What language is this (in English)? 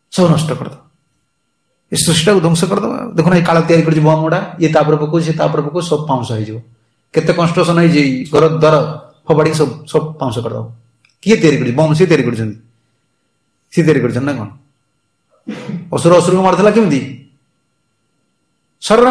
Odia